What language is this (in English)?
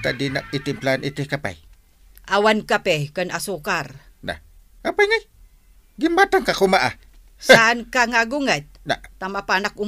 Iloko